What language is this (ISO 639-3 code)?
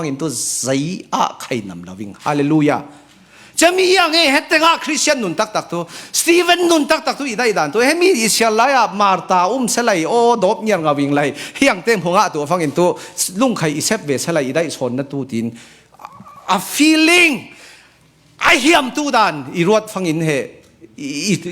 cfm